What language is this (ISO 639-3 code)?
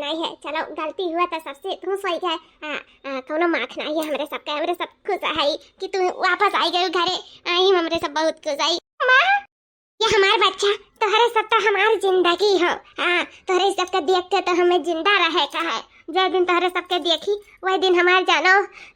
awa